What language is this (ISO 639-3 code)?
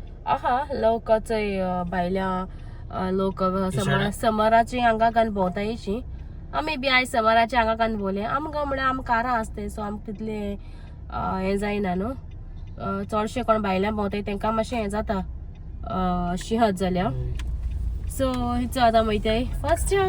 kok